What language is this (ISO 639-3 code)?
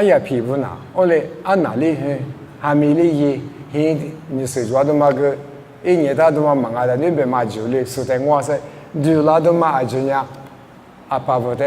lis